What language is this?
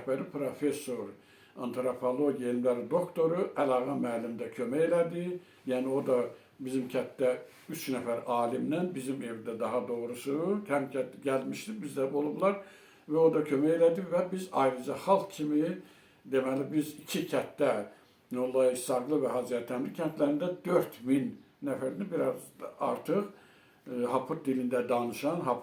Azerbaijani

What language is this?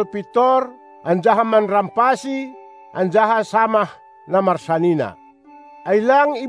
Batak Simalungun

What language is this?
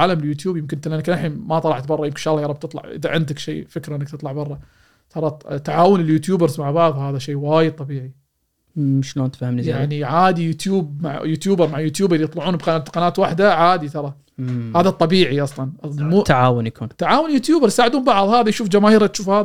Gulf Arabic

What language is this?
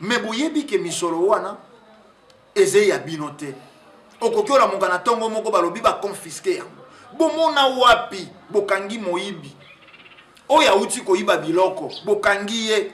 Lingala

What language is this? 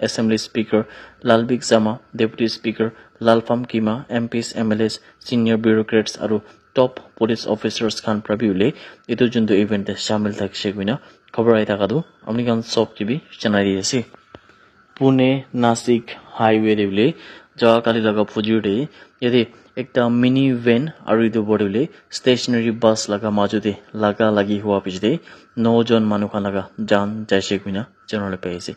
Naga Pidgin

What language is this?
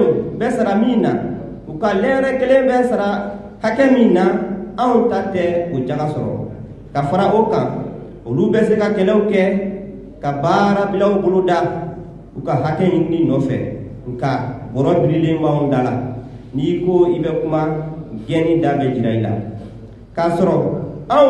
Bambara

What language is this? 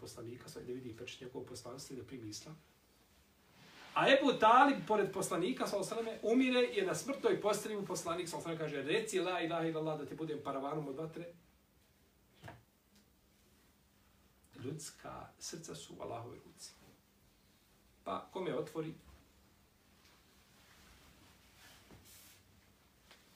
Bosnian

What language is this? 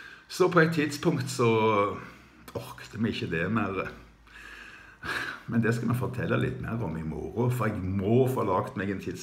Norwegian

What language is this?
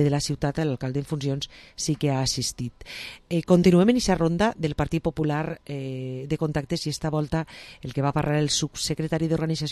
Catalan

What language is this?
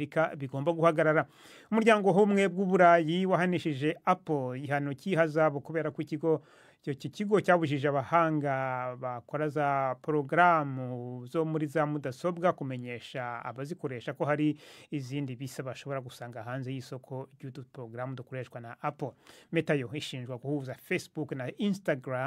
Kinyarwanda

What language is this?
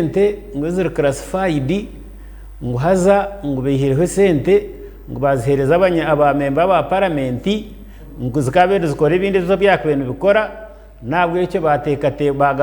Nyankole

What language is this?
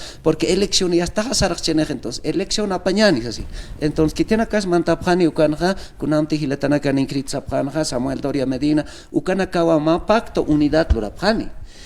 Aymara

